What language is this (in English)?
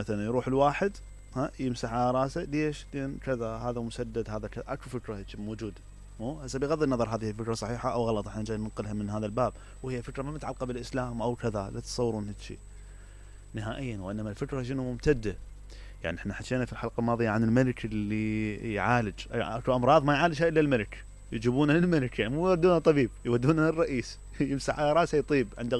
Mesopotamian Arabic